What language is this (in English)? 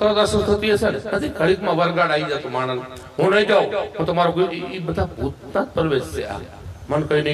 Gujarati